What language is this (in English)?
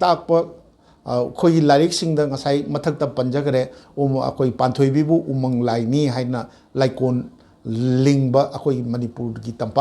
Manipuri